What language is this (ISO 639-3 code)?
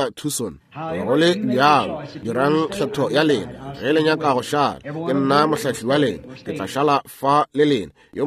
nso